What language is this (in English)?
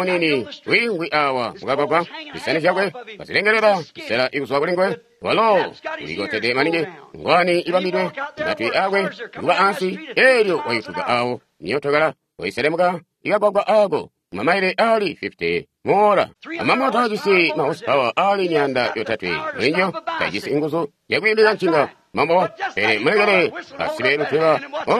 Tonga (Zambia)